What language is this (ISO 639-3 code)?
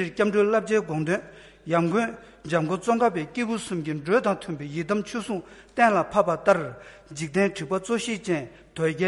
bod